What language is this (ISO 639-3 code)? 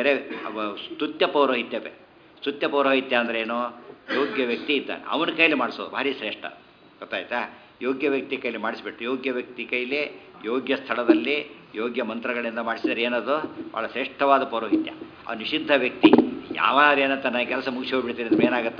kan